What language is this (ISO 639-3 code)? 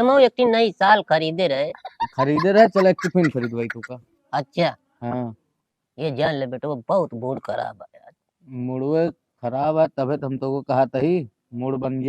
awa